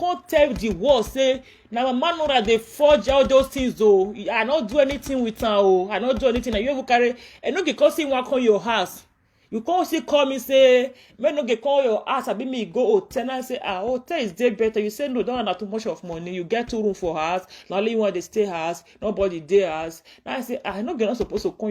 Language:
Nigerian Pidgin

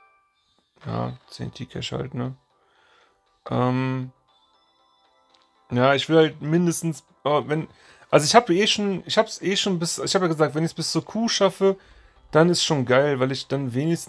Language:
German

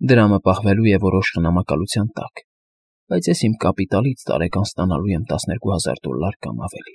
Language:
Armenian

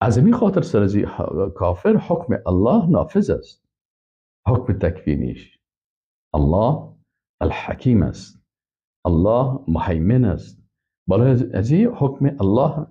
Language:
Persian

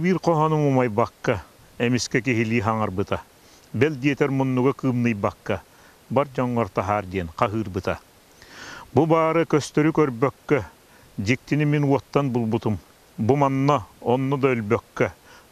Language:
Yakut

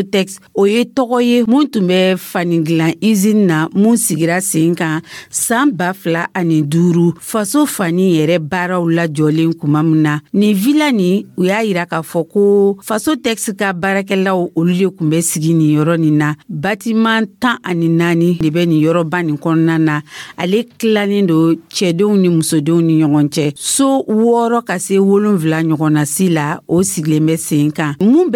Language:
Dyula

